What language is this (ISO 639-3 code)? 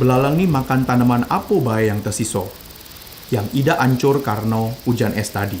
mui